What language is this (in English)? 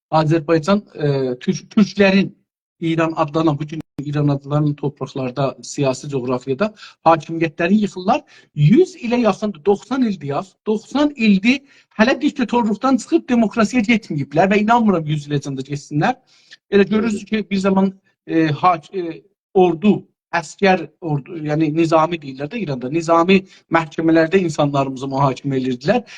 South Azerbaijani